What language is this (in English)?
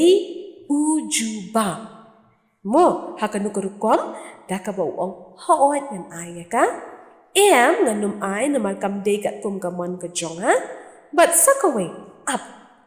Khasi